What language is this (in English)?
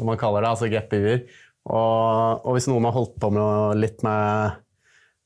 Norwegian